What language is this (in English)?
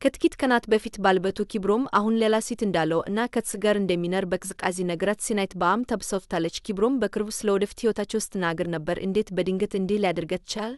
Amharic